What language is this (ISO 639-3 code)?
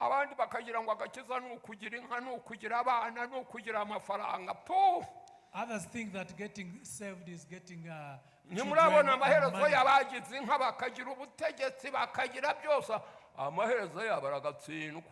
kin